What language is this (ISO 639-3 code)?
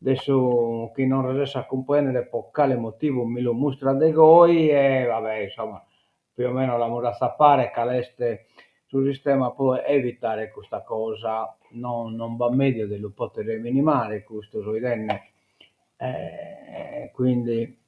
srd